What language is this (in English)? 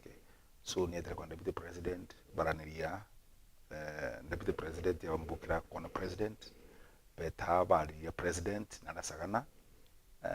Meru